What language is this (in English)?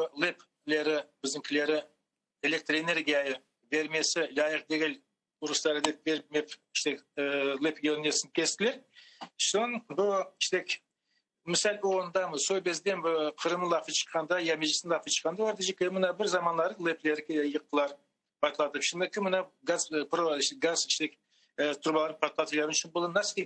Crimean Tatar